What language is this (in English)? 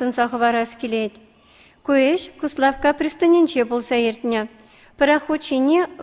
Chuvash